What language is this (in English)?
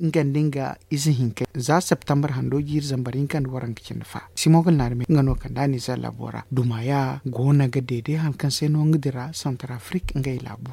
Zarma